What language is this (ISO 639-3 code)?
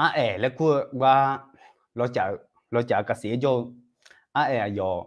ahk